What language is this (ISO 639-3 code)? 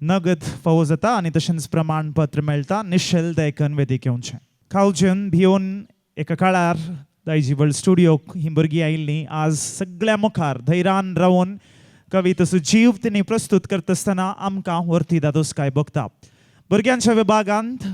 kok